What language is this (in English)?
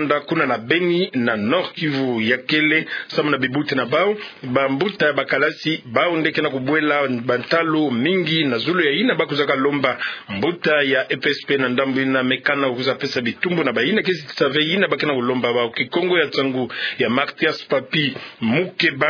Kituba (Democratic Republic of Congo)